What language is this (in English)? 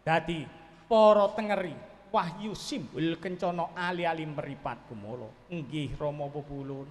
Javanese